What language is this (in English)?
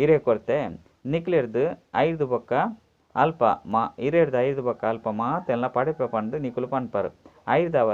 Tulu